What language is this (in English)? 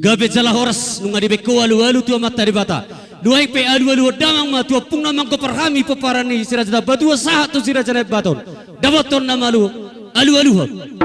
Batak Toba